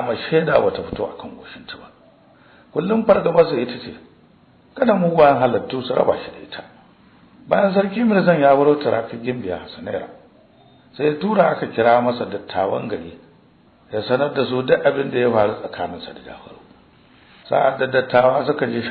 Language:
Hausa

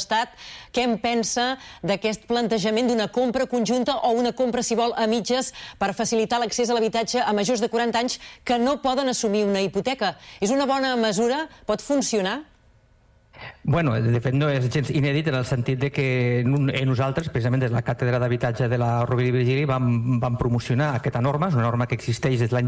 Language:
Catalan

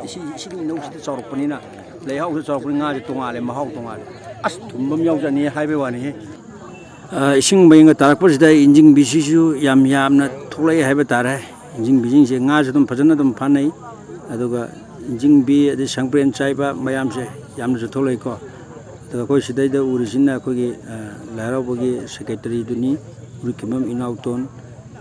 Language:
Manipuri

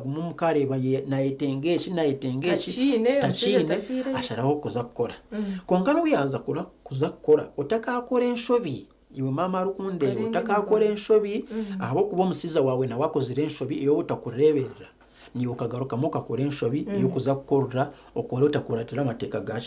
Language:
Nyankole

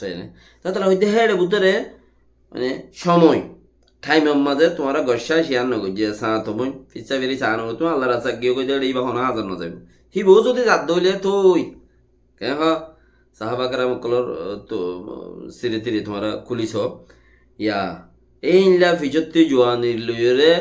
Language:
Rohingya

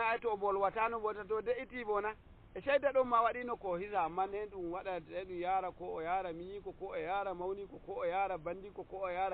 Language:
Nigerian Fulfulde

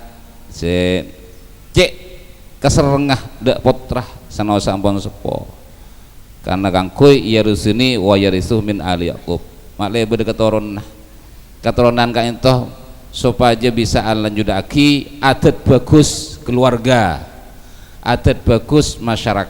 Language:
Madurese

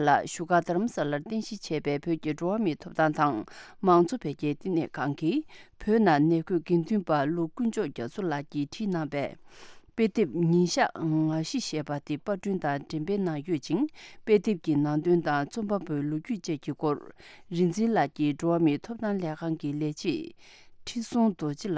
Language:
Tibetan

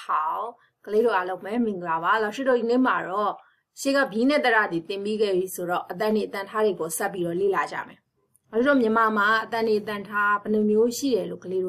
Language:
Burmese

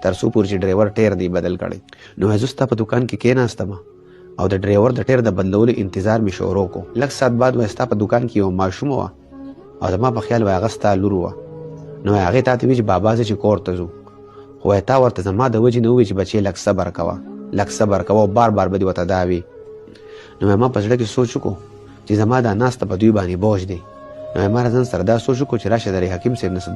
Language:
Pashto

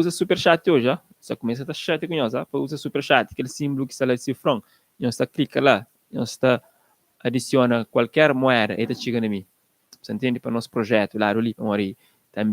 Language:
Kabuverdianu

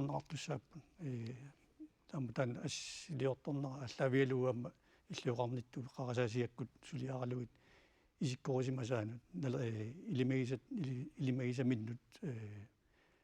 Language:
Kalaallisut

